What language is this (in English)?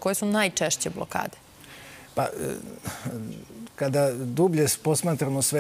Serbian